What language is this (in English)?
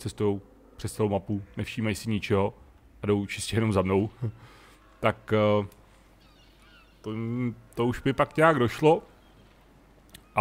Czech